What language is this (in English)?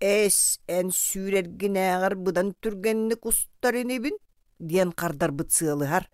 Yakut